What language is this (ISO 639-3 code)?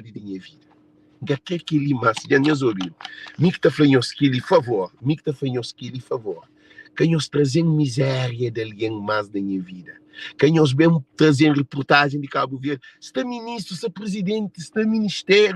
kea